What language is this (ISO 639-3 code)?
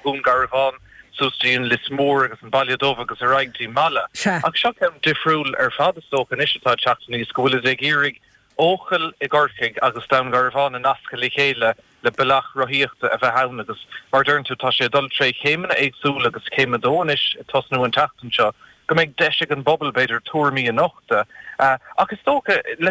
gle